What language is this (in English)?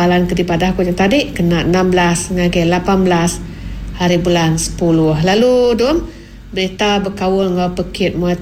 Iban